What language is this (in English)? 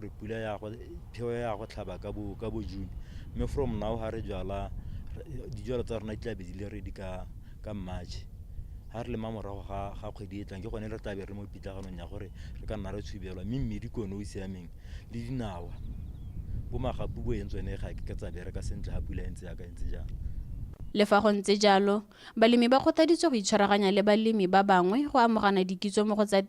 Tswana